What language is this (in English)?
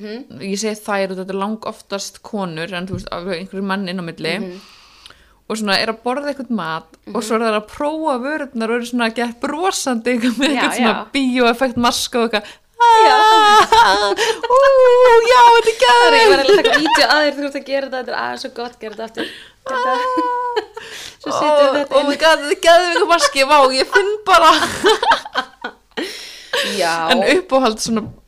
Icelandic